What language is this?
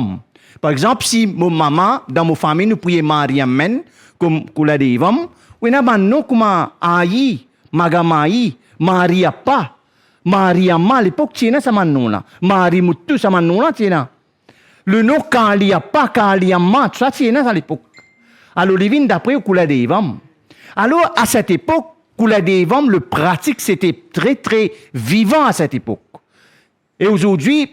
Morisyen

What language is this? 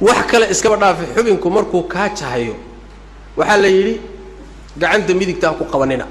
Somali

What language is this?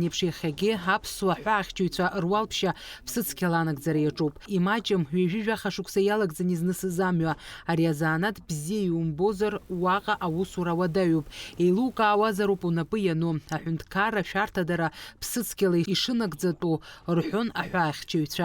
Abkhazian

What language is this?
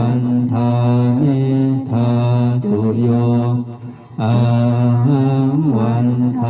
Pali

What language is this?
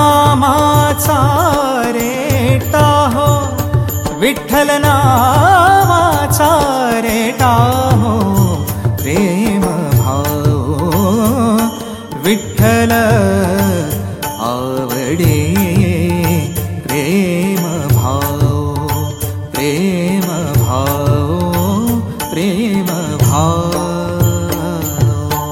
Marathi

